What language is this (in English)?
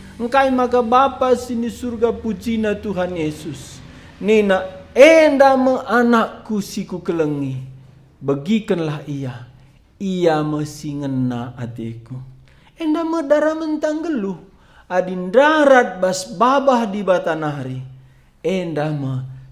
Batak Karo